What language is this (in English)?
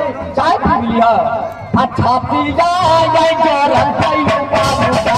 Maithili